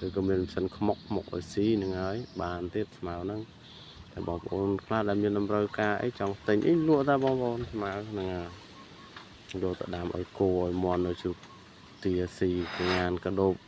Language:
Khmer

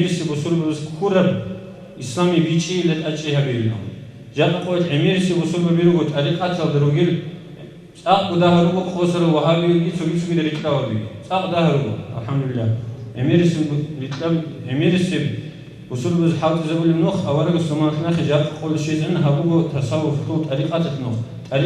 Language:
Avaric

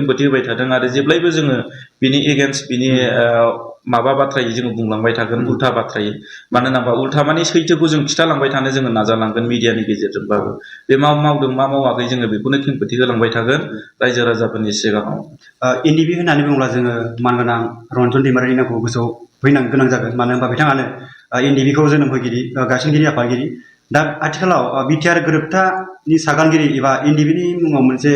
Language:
Bodo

